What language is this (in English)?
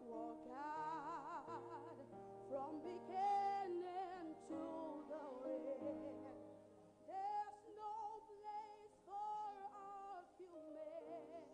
Ewe